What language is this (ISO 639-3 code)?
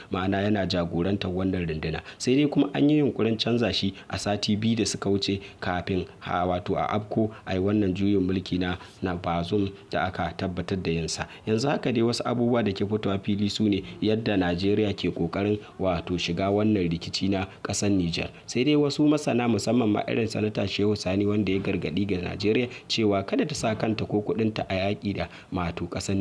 hau